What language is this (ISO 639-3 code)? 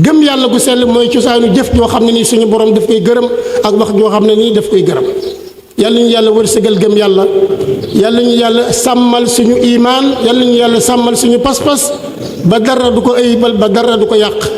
wol